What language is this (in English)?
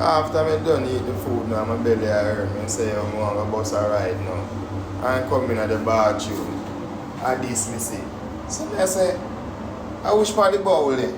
Jamaican Creole English